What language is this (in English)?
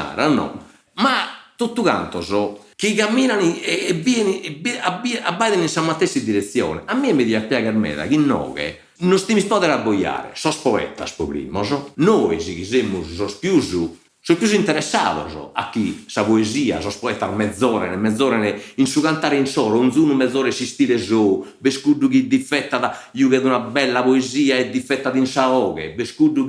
Sardinian